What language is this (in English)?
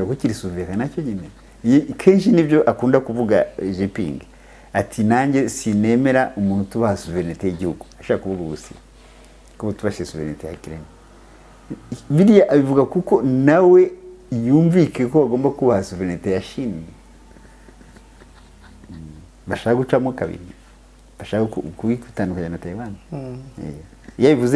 Kinyarwanda